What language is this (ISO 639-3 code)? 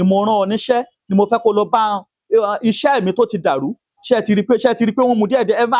yor